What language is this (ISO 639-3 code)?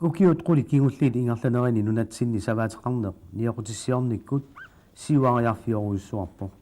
kal